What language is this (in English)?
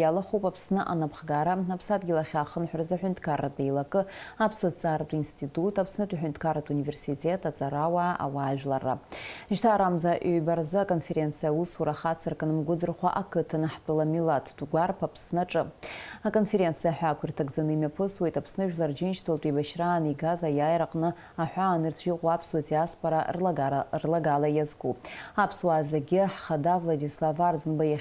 Abkhazian